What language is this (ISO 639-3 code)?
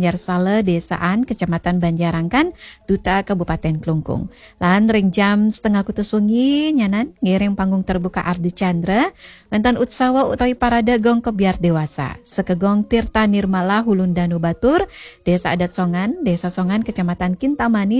ban